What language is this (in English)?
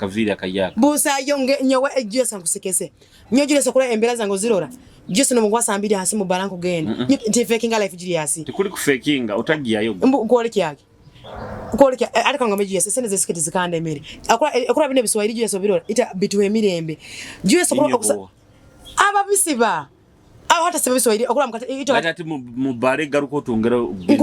Nyoro